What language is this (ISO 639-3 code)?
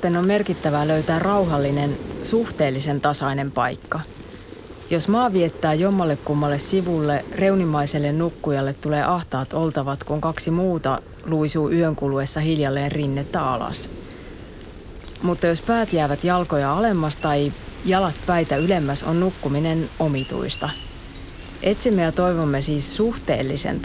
fin